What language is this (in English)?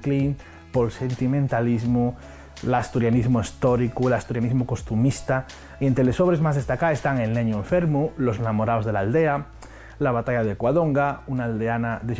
Asturian